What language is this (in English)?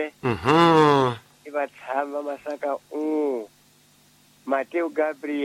Tsonga